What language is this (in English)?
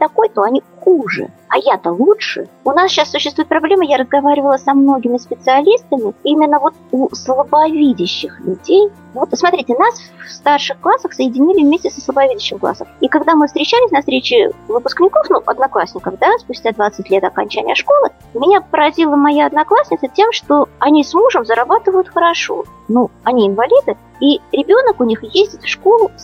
Russian